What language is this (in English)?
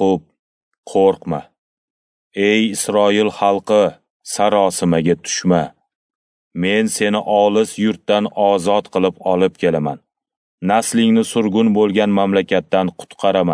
Uzbek